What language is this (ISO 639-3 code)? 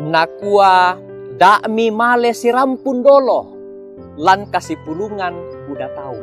sda